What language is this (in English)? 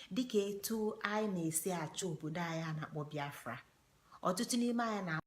Igbo